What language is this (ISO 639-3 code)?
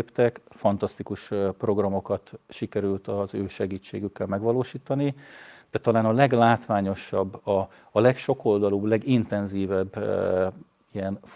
hun